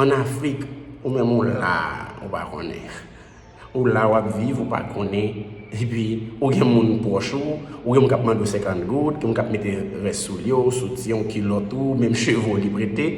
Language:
Haitian Creole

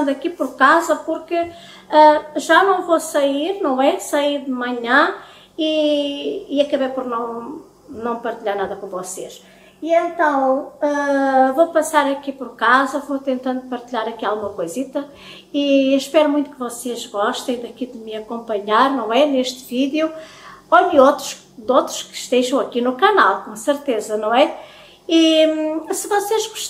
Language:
Portuguese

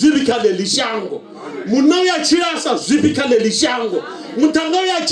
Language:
Venda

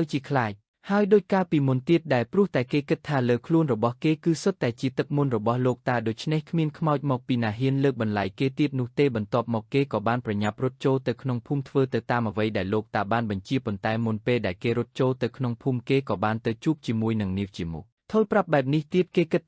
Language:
Khmer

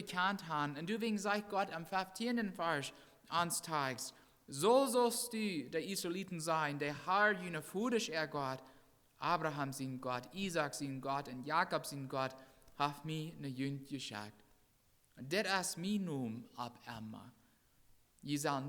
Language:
Plautdietsch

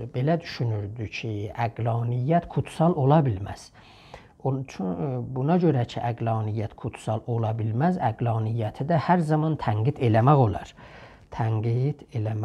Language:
South Azerbaijani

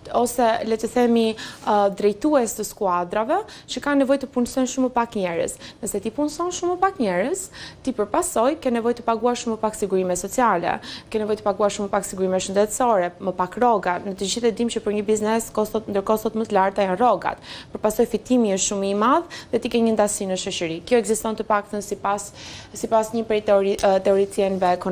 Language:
Albanian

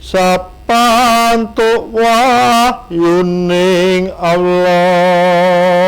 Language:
Javanese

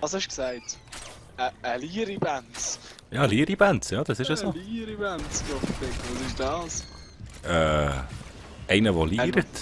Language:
Swiss German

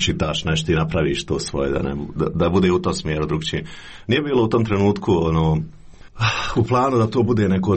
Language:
Croatian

